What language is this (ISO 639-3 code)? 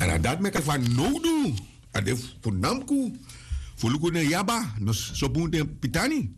srn